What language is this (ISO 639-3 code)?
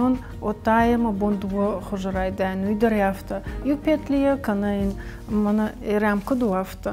oss